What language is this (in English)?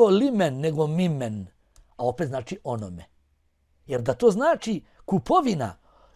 Bosnian